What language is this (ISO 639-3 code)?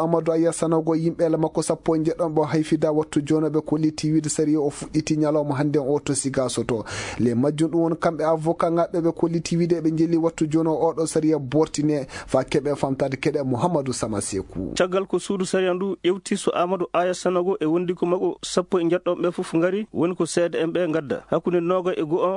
ful